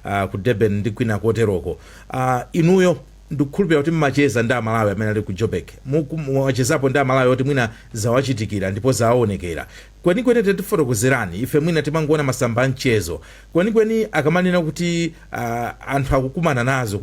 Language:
Nyanja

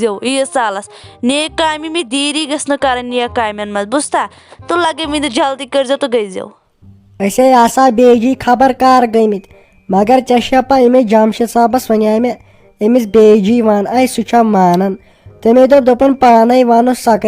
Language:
Kashmiri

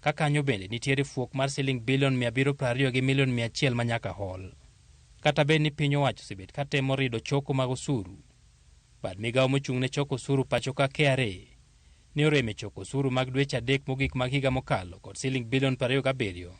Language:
Luo (Kenya and Tanzania)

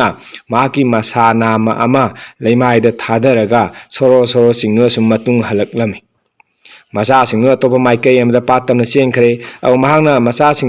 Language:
Manipuri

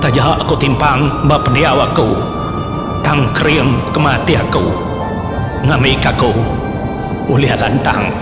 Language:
Iban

